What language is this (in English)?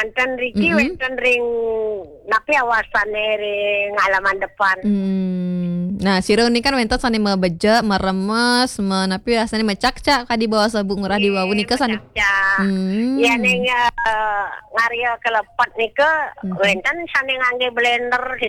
Balinese